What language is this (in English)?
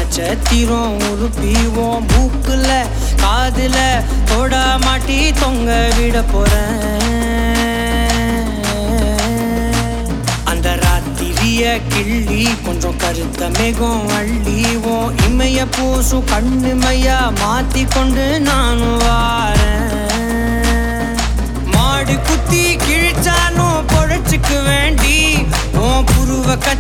Tamil